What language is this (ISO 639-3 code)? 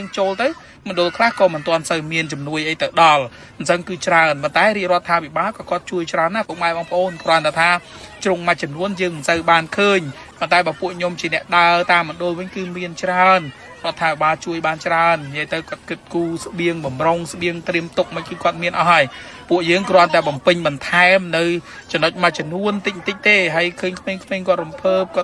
khm